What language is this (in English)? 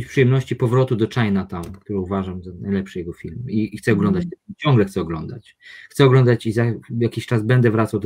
Polish